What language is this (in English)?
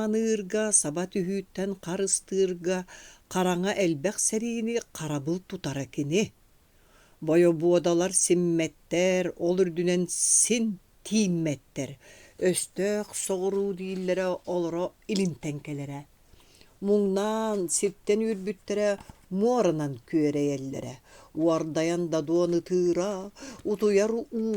Yakut